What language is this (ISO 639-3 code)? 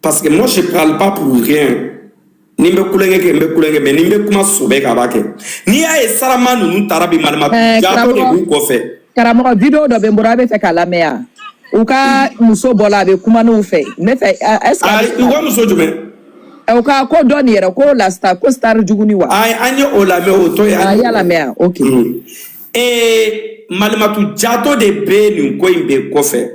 bam